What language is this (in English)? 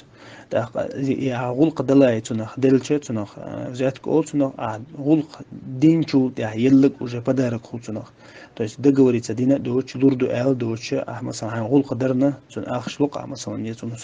Chechen